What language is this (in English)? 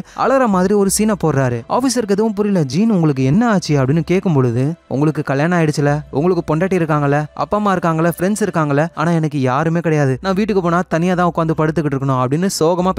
Tamil